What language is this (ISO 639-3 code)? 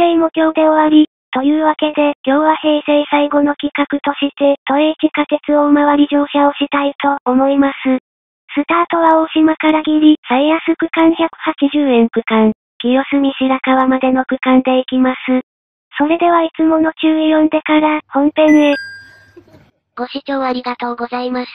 jpn